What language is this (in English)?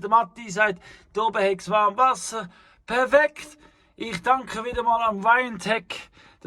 Swiss German